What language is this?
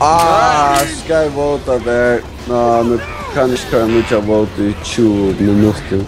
Faroese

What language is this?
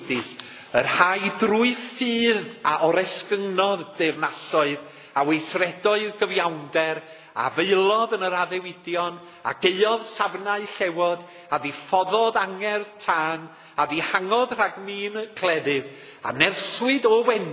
Welsh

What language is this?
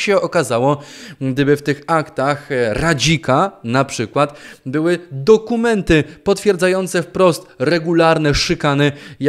Polish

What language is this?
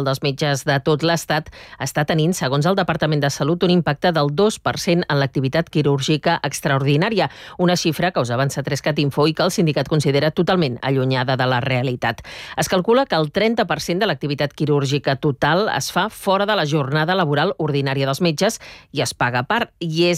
Catalan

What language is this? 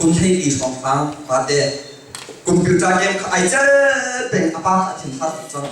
Hakha Chin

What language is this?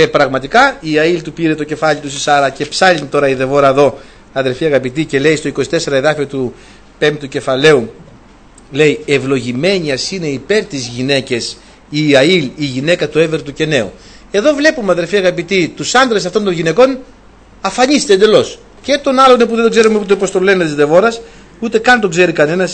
Greek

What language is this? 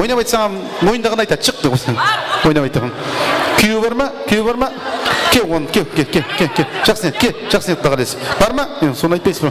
Kara-Kalpak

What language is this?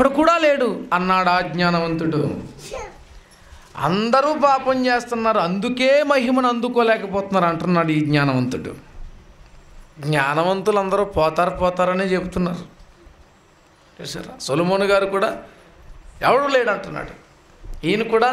Telugu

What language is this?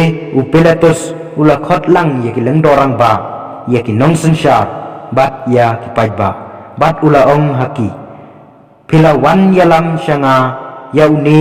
Khasi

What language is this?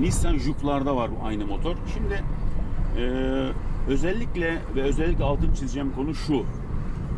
Turkish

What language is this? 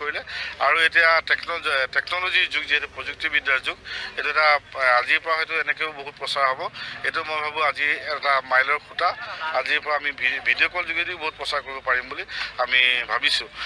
Assamese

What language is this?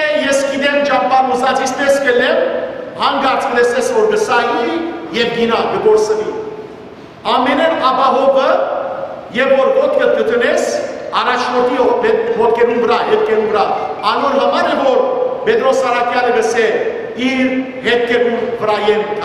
Western Armenian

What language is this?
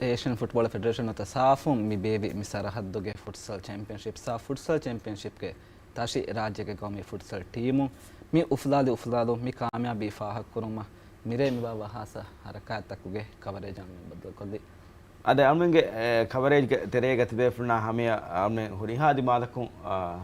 Divehi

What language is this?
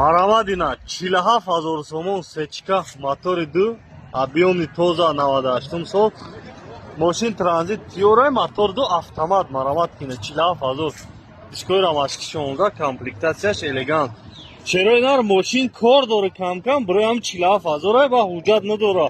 Tajik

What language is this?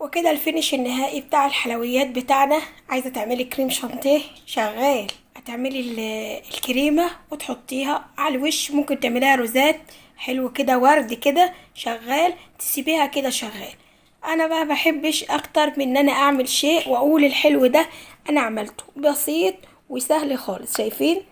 Egyptian Arabic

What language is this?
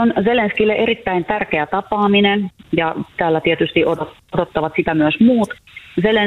Finnish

